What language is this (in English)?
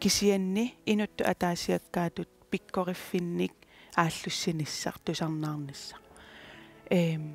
Kalaallisut